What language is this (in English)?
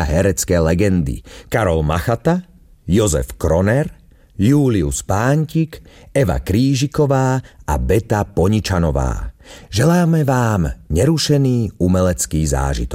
Slovak